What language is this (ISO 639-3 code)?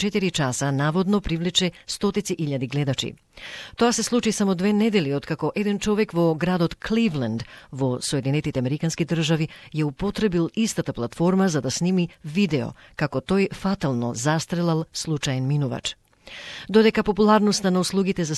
mkd